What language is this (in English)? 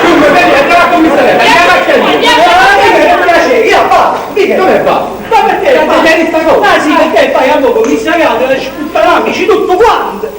Neapolitan